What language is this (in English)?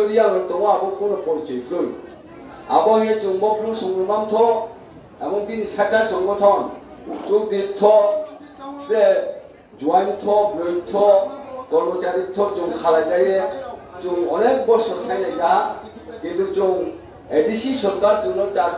Riang (India)